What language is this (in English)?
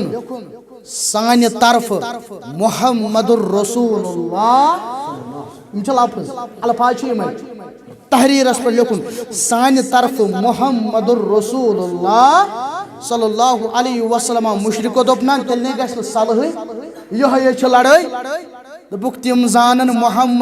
Kashmiri